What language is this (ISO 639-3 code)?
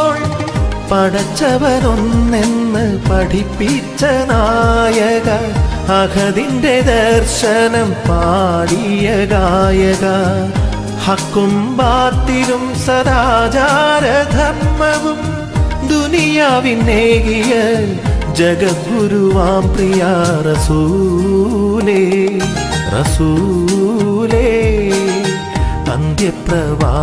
mal